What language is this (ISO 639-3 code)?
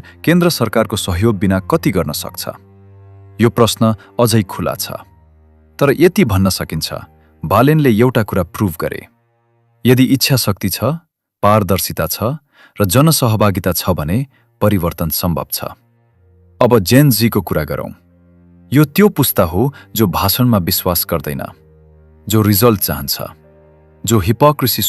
nep